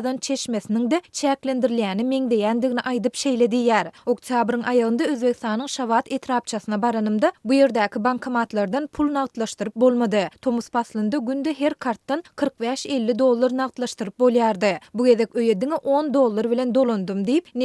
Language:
Turkmen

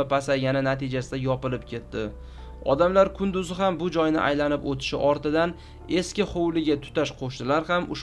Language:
Uzbek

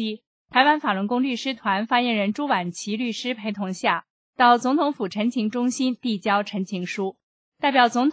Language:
Chinese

